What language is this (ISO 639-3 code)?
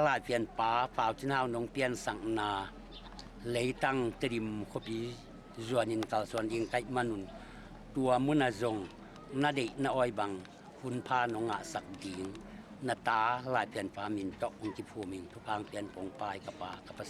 ctd